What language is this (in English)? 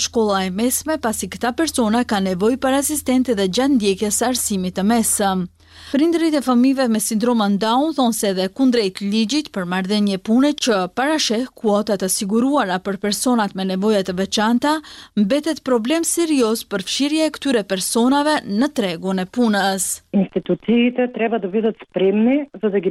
Albanian